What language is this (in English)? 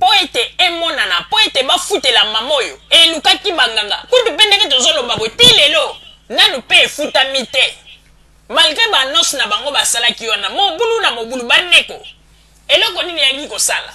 Lingala